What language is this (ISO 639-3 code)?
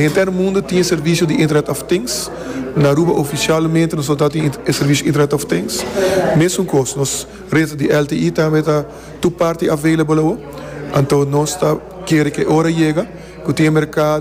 pap